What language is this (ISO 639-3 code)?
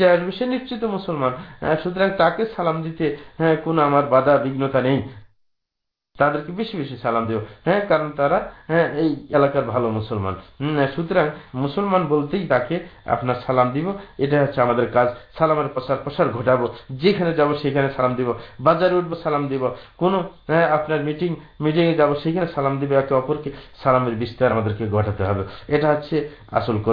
ben